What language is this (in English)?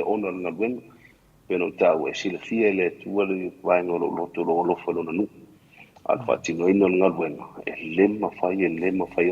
Samoan